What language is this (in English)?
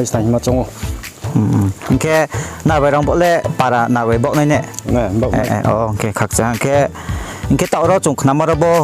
Riang (India)